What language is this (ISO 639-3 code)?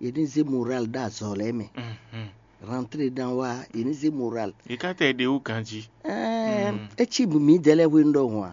fon